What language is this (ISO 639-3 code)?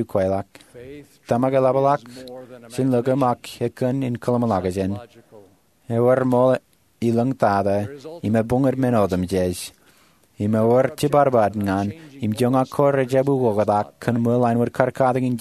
mah